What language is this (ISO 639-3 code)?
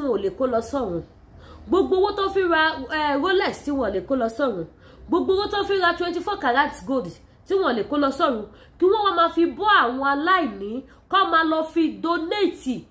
yor